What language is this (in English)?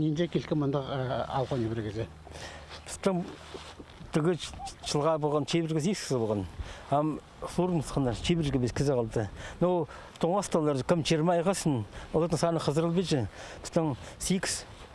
Khakas